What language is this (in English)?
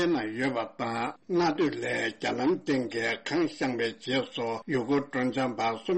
Tibetan